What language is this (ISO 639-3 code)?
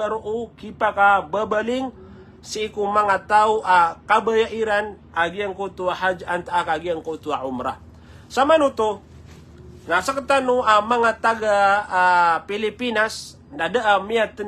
mrw